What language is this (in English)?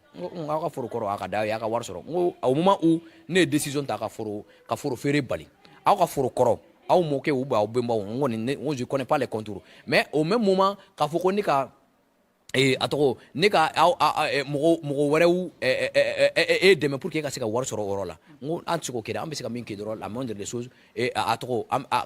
Bambara